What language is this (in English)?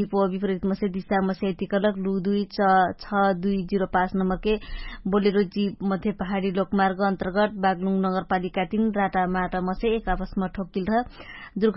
Dangaura Tharu